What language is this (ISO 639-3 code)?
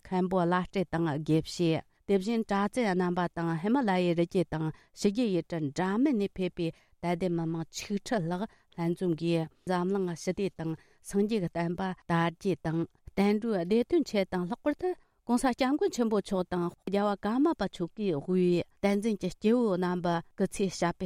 bod